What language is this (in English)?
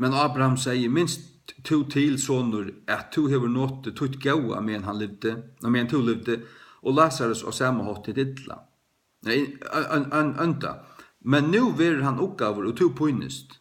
Faroese